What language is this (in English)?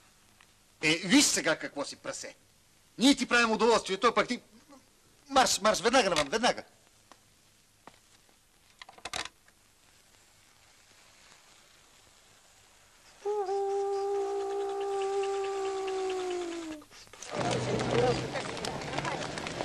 Bulgarian